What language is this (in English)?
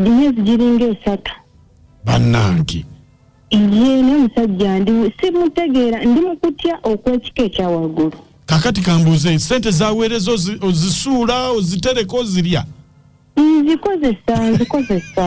Ganda